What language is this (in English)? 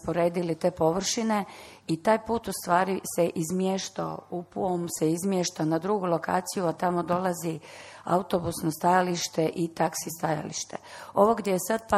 Croatian